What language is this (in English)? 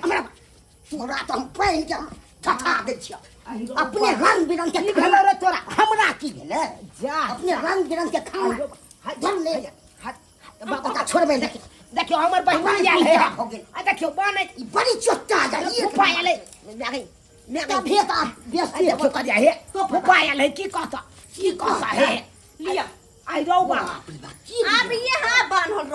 Maithili